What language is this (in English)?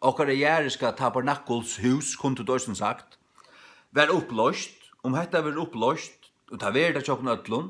Faroese